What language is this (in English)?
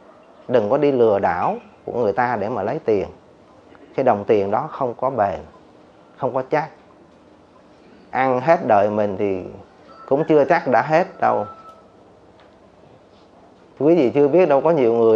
Vietnamese